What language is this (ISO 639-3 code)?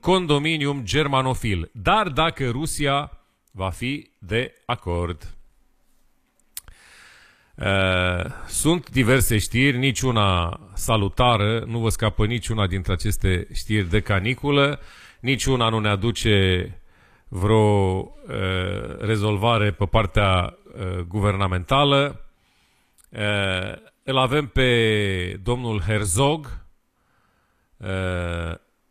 ron